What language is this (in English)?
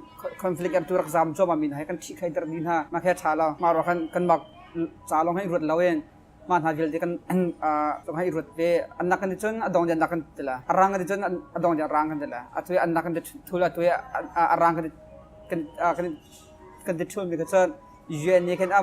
Hakha Chin